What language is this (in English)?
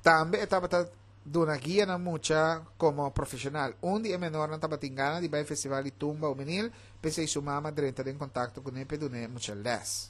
Papiamento